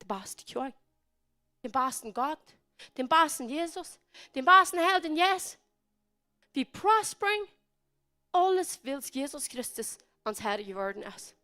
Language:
Plautdietsch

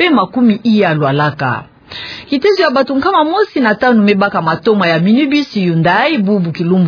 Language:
Kituba (Democratic Republic of Congo)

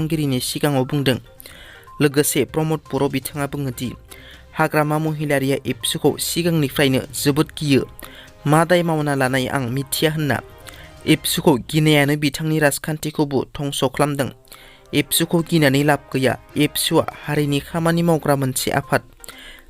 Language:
Bodo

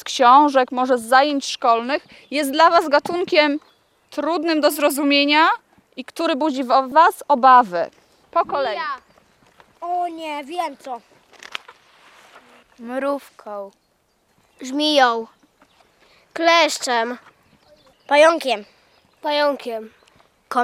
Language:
Polish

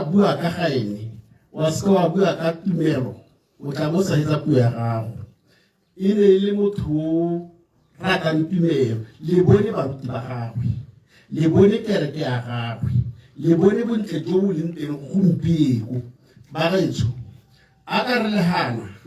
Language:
Tswana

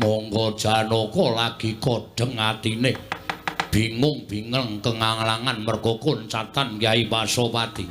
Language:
Javanese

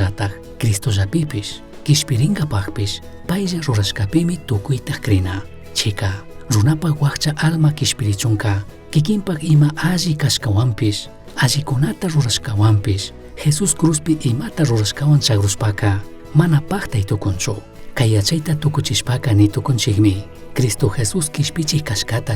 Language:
Chimborazo Highland Quichua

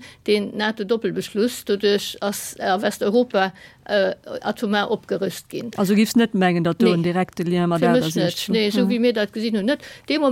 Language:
Luxembourgish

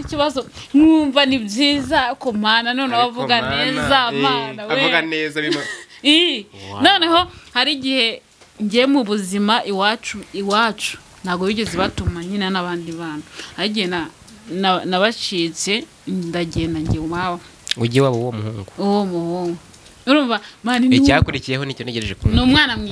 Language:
Kinyarwanda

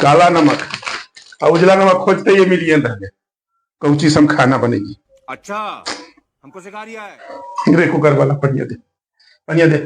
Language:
Magahi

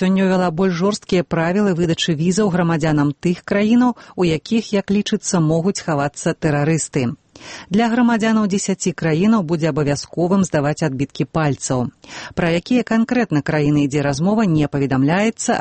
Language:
Belarusian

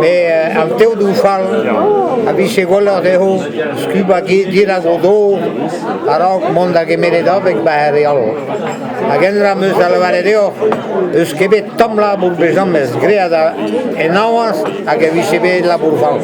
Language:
Breton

